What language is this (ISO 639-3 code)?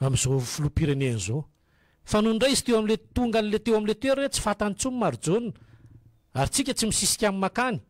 mlg